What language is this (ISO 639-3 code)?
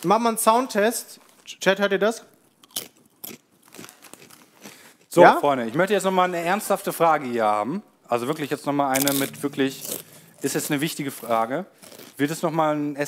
deu